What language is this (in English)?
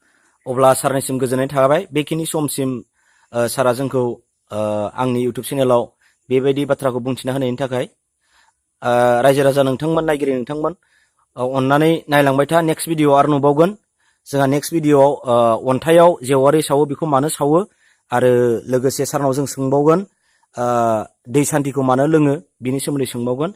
Bodo